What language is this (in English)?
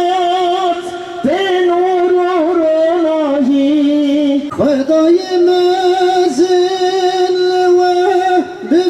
Kurdish